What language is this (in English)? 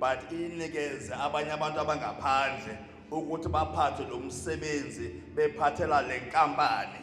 Zulu